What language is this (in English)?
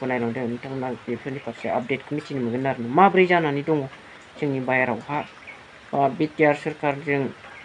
Bodo